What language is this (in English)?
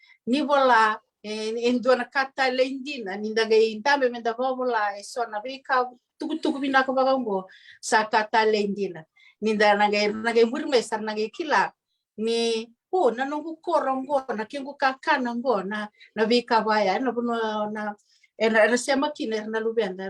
Fijian